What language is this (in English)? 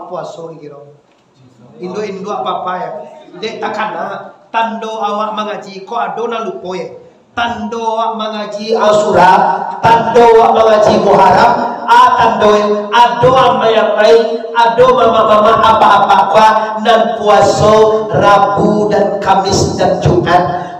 Minangkabau